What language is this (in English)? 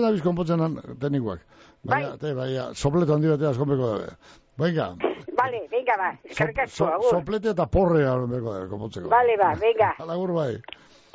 Basque